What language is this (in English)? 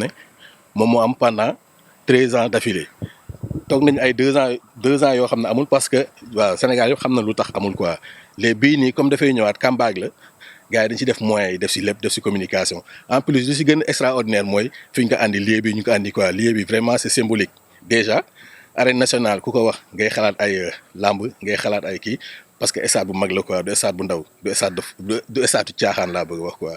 Wolof